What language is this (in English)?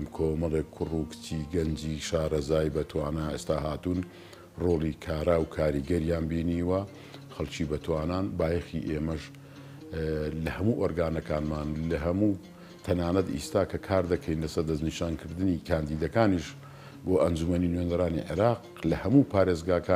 Central Kurdish